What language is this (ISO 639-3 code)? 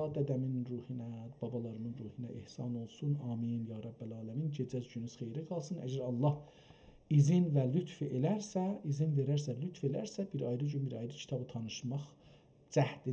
azb